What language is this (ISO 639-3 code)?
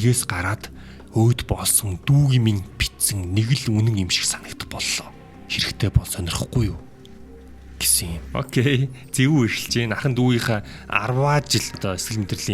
mon